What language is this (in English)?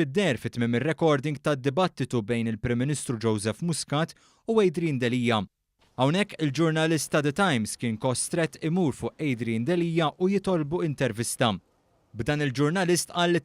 Maltese